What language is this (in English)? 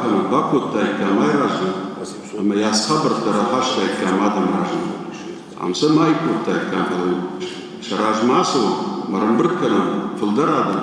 Ossetic